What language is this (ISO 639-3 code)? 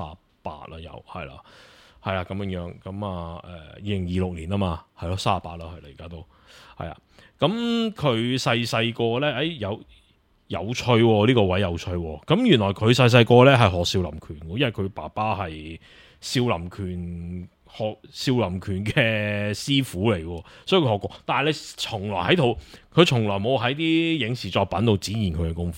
yue